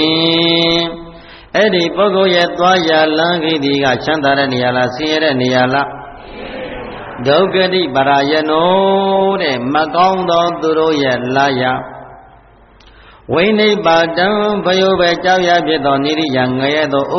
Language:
Burmese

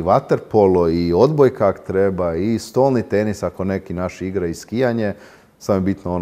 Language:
Croatian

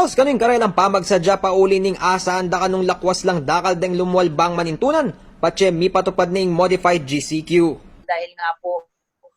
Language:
Pampanga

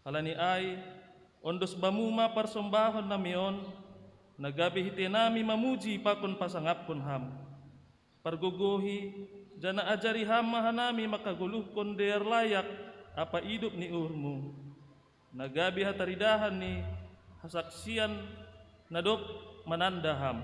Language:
Batak Simalungun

